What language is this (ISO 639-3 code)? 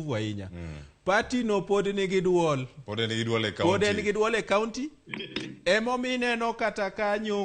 luo